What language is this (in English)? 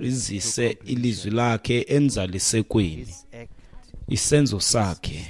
Xhosa